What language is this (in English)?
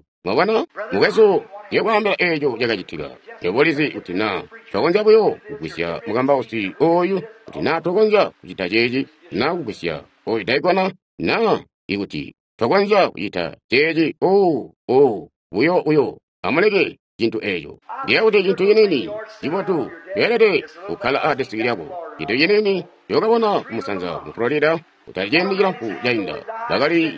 Tonga (Zambia)